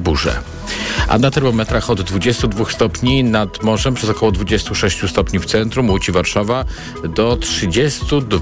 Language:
Polish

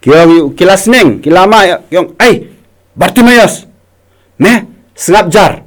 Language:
Khasi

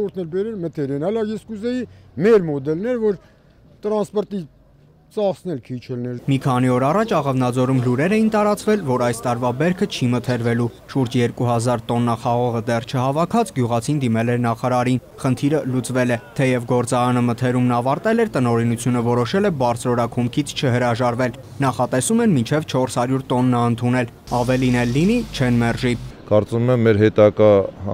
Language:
Armenian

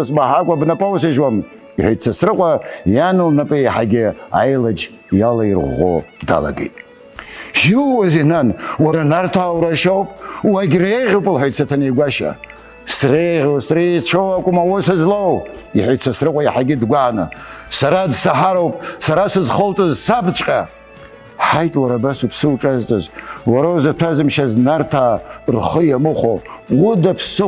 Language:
Abkhazian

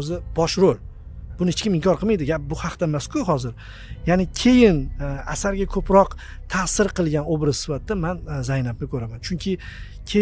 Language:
Uzbek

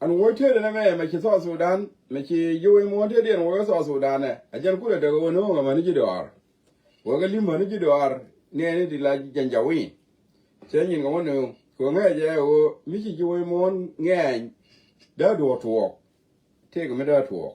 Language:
Nuer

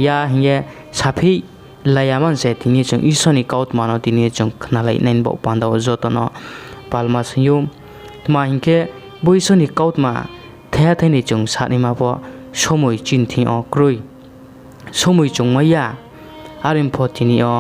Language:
Riang (India)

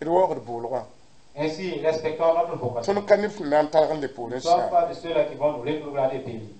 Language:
Mossi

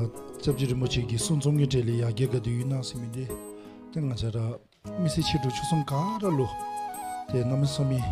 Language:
Dzongkha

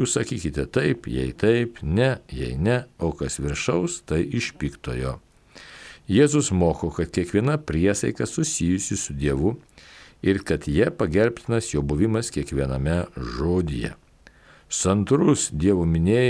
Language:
Lithuanian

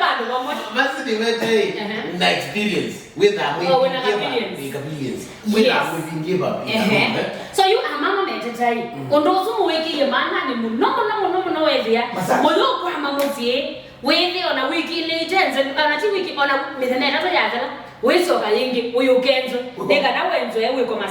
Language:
Kamba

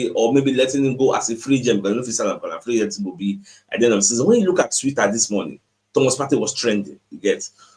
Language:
Nigerian Pidgin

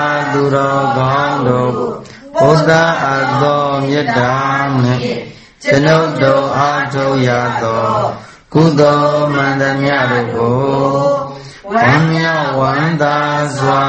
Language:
Burmese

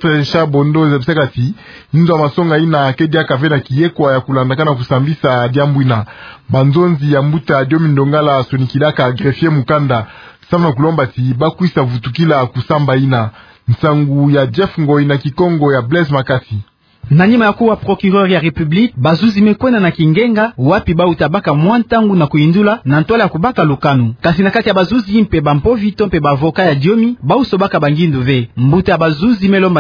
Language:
Kituba (Democratic Republic of Congo)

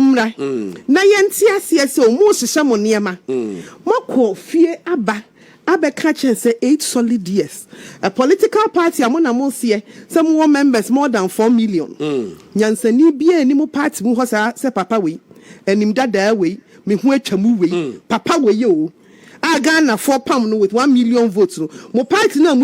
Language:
Akan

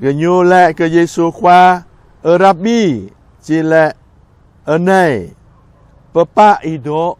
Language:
Jarai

